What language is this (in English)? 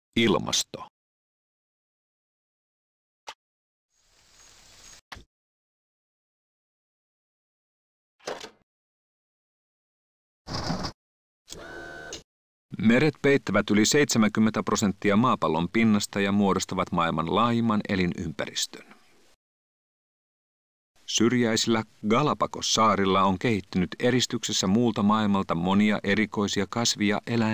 Finnish